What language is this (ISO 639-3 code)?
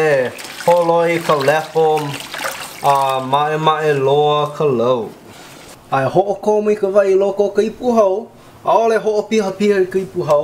haw